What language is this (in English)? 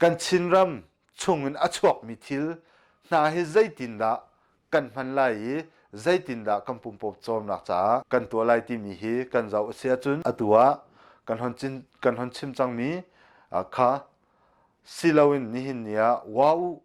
Hakha Chin